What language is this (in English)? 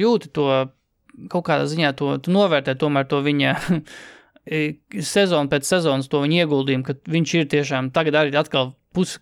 Latvian